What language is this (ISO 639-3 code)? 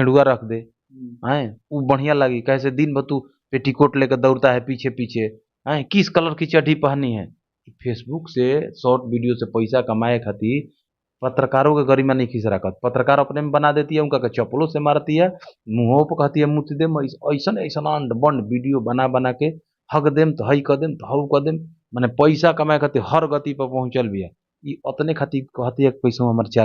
bho